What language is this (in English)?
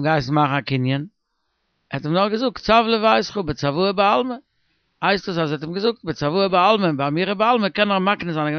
Yiddish